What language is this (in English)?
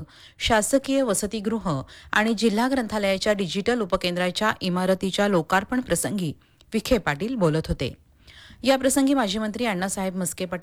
Marathi